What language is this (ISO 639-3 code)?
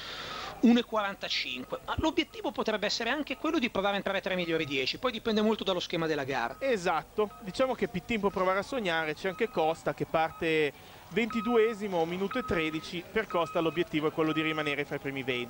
ita